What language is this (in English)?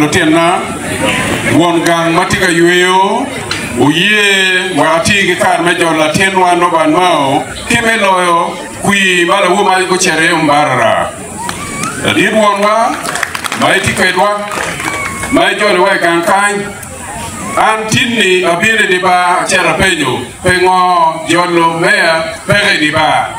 Acoli